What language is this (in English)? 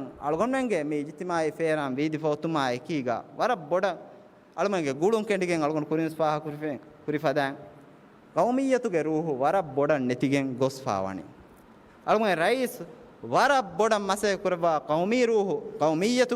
Divehi